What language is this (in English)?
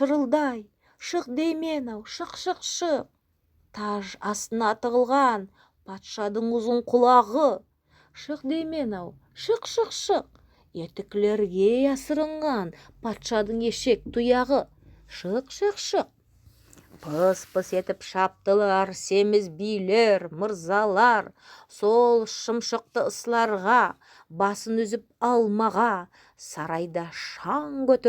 Nogai